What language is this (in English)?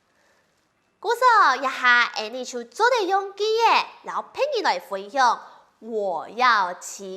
Hakka Chinese